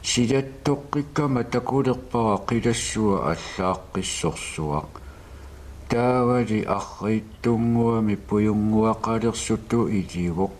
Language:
Kalaallisut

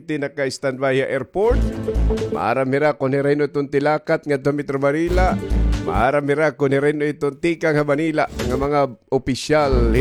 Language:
Waray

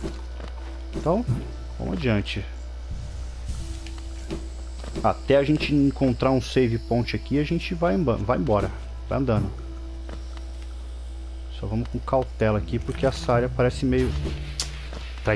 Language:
Portuguese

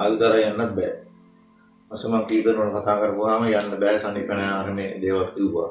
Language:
Sinhala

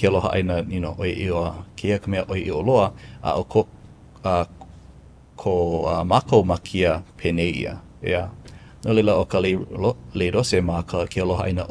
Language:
Hawaiian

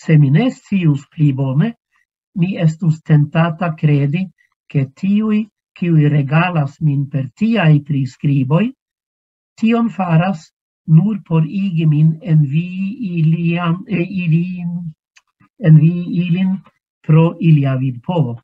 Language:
Esperanto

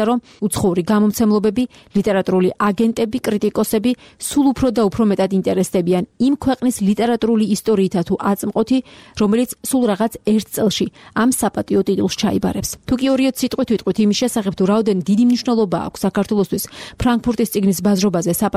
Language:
Georgian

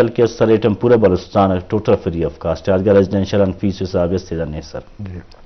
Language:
Eastern Balochi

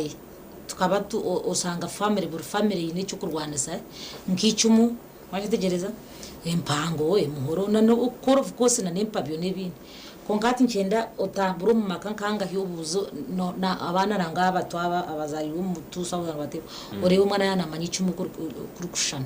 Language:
Nyankole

